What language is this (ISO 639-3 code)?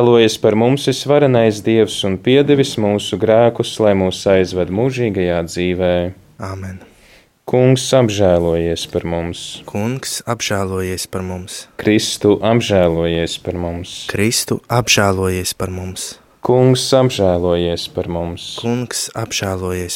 lav